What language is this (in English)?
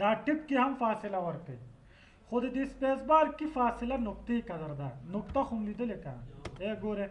Pashto